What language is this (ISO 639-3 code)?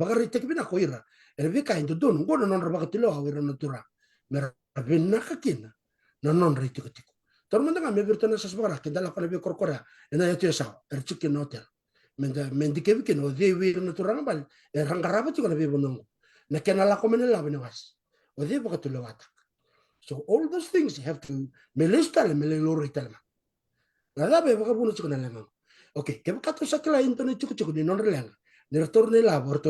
fij